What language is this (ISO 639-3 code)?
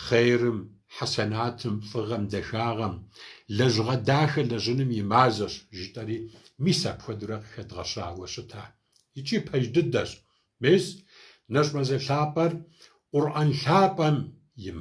kbd